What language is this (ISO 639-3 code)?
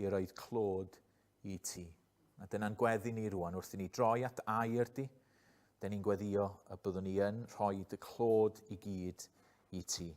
cym